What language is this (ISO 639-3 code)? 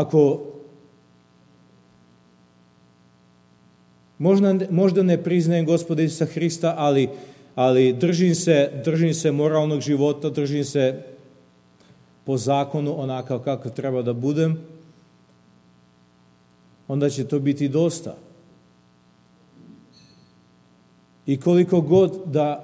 srp